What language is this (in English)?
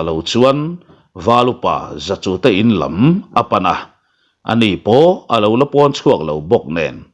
Mizo